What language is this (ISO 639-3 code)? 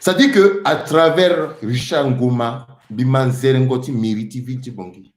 sag